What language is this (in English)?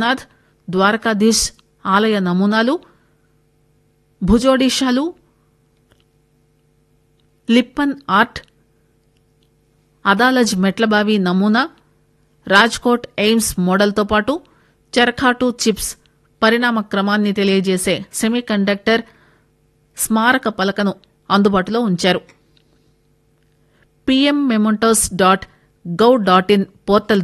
Telugu